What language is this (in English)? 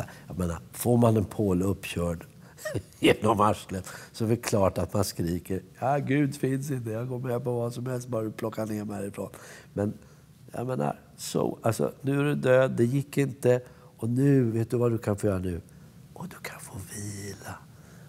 Swedish